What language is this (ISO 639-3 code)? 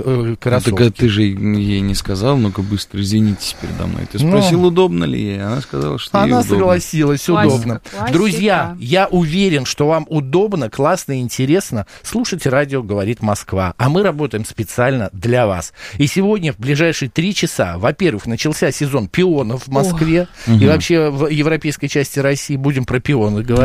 rus